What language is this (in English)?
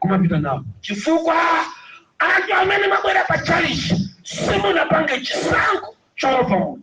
Nyanja